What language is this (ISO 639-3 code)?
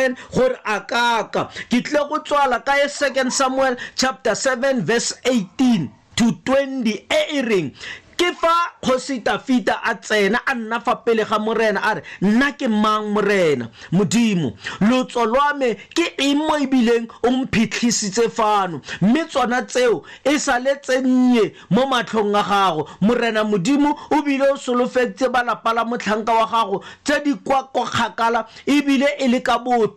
tsn